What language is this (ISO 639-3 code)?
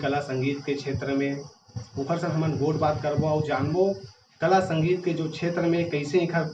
hne